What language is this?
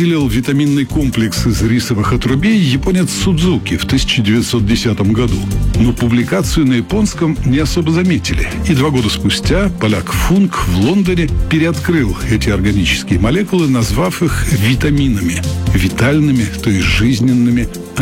Russian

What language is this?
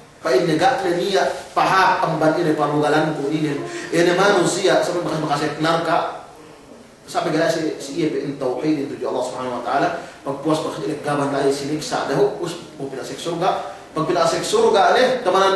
Yakan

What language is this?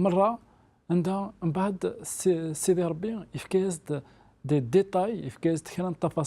Kabyle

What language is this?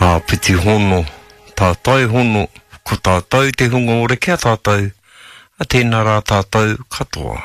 Māori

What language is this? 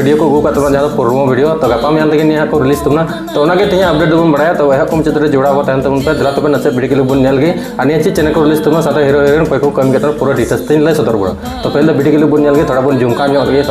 Santali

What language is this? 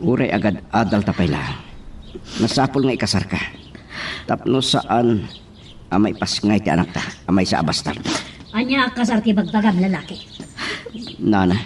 Iloko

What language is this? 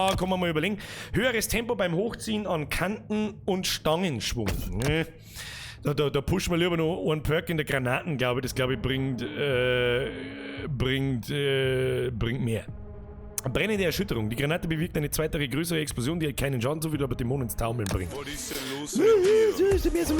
Bavarian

